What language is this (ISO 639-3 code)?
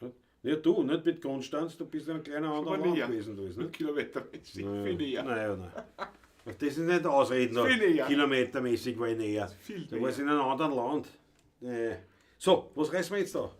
bar